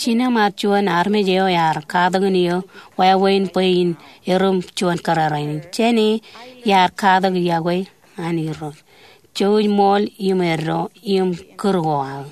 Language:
Marshallese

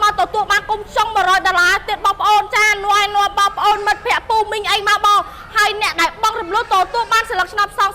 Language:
Khmer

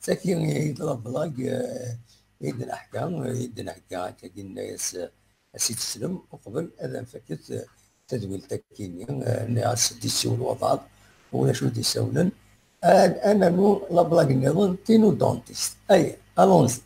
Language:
Kabyle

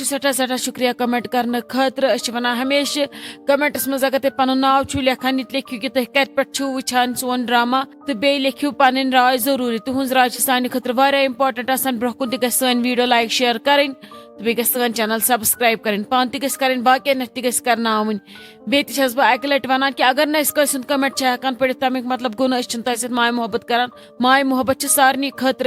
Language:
Kashmiri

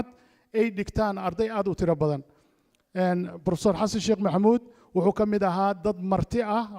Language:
Somali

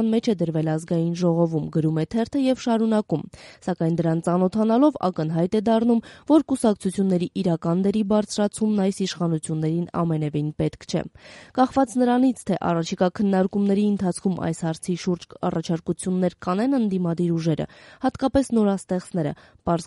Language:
Armenian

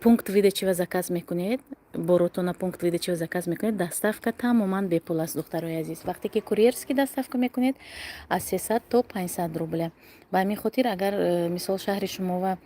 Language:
Tajik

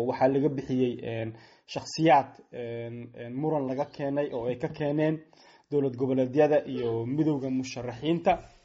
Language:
Somali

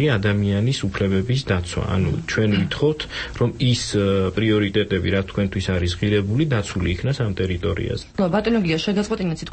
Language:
Georgian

